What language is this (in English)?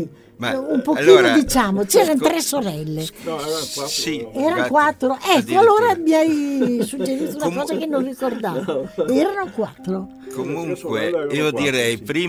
Italian